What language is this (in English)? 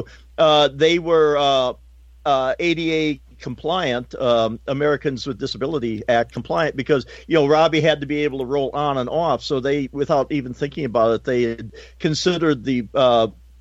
English